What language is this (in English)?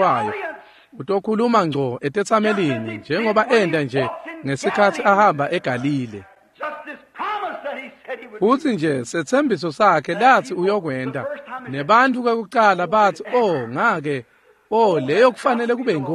Swati